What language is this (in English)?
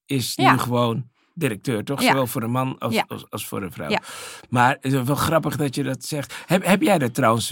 Dutch